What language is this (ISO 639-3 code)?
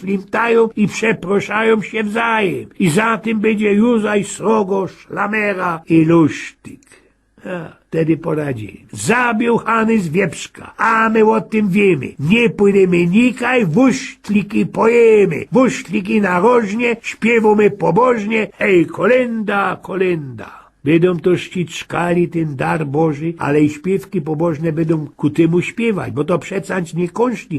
szl